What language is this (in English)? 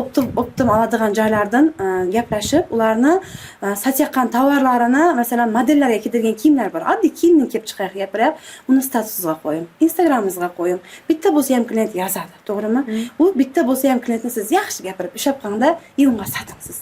Uzbek